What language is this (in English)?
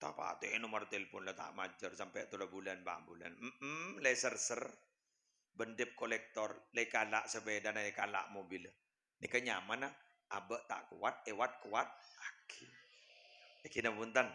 Madurese